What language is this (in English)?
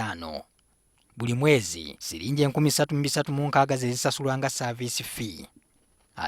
Ganda